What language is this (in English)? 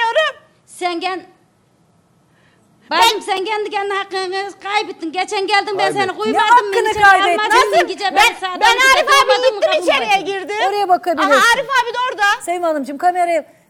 Turkish